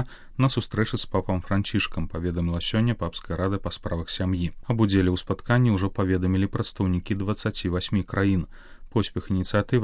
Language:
Belarusian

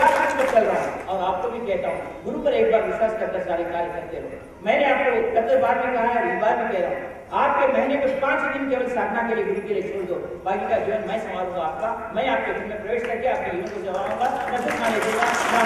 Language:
Hindi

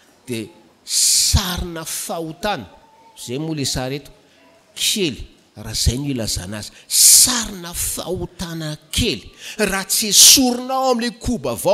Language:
Malagasy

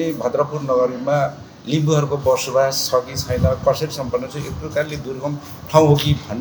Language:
Nepali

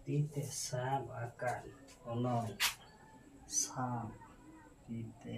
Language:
Santali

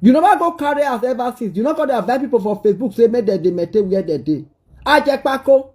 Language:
Nigerian Pidgin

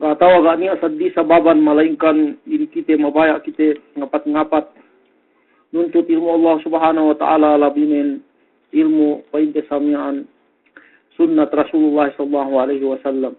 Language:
Yakan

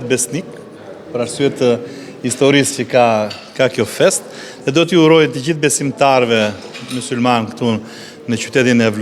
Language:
Albanian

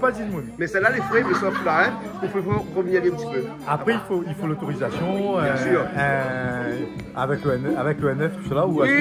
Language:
Réunion Creole French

